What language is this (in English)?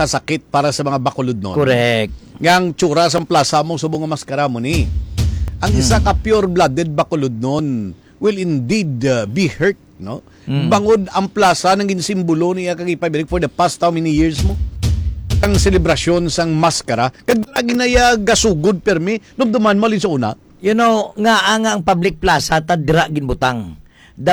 Hiligaynon